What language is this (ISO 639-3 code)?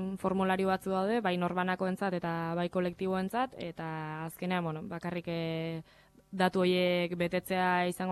eus